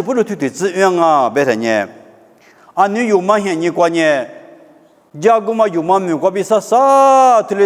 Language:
Lisu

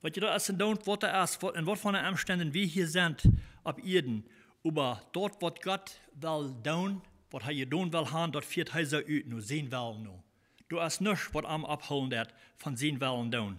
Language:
Plautdietsch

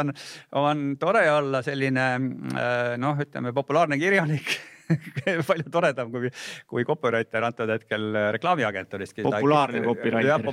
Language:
Estonian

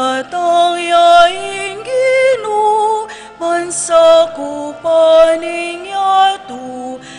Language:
Pampanga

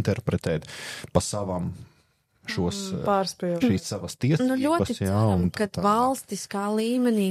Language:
Latvian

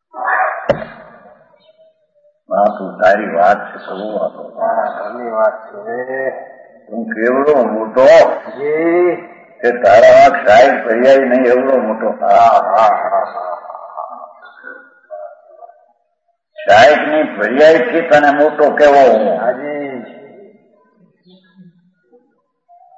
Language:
Gujarati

